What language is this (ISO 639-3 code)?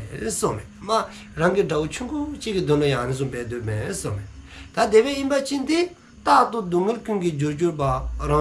dzo